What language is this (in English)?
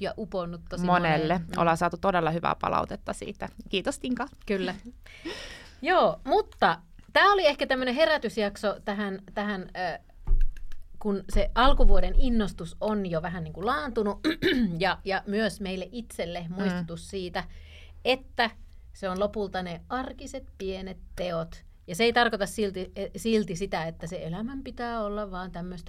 Finnish